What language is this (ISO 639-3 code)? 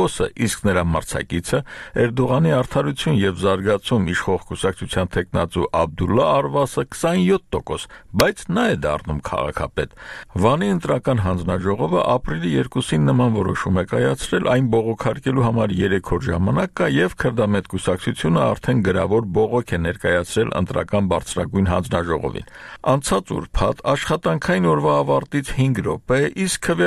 hye